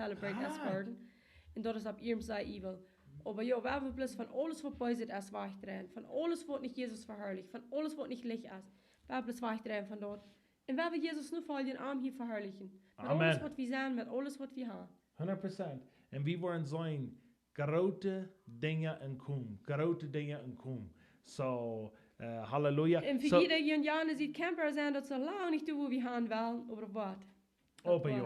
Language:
Plautdietsch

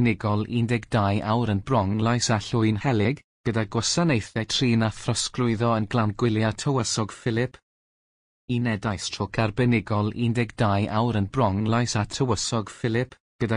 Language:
Welsh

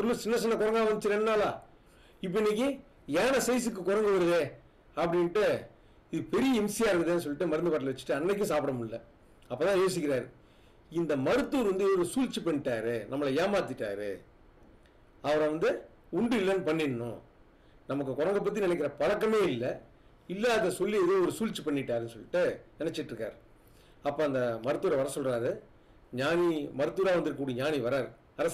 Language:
Tamil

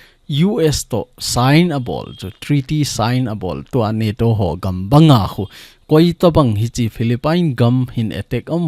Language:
Thado Chin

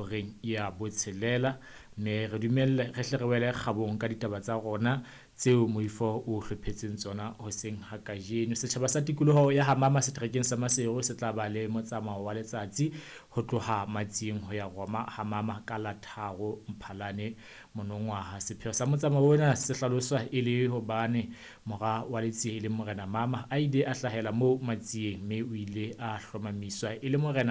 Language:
Southern Sotho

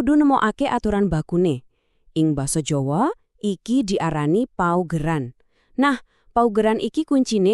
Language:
Javanese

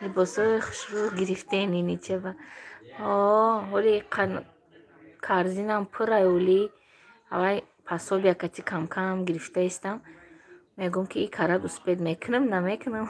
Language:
Tajik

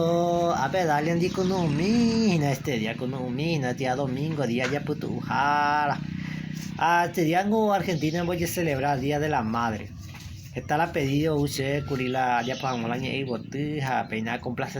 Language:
Guarani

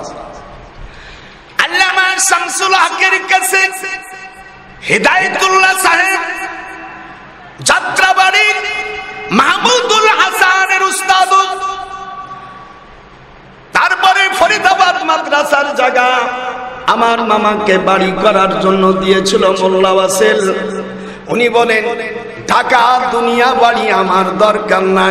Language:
Bangla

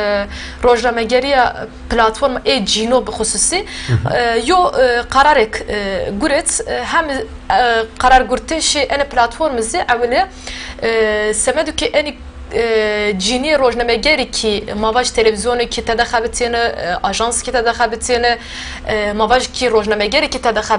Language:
Zaza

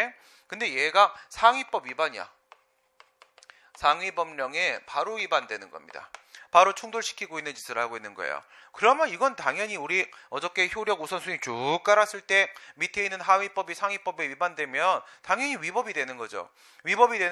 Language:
Korean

